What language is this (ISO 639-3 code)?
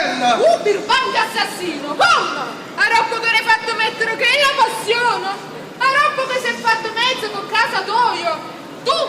nap